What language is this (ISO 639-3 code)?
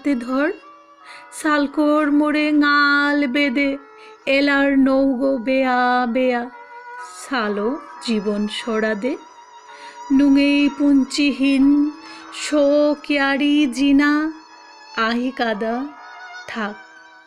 bpy